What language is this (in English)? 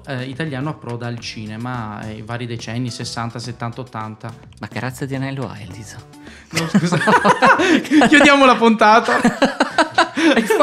Italian